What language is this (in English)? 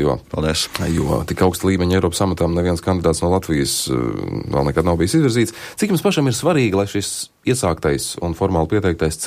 Latvian